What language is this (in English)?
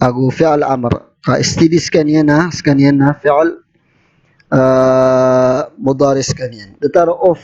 Maranao